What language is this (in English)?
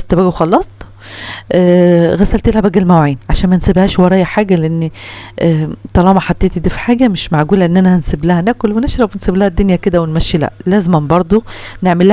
Egyptian Arabic